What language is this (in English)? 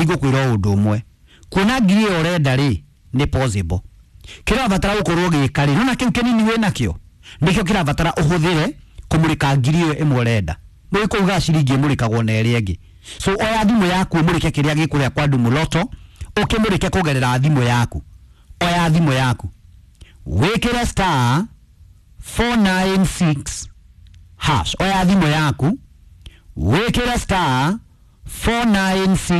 Kikuyu